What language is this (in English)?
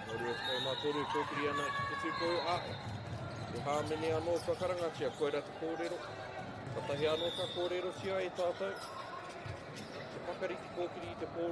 Māori